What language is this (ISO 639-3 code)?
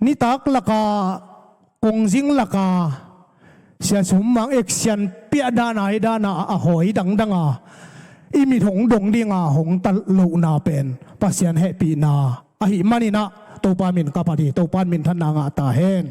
ctd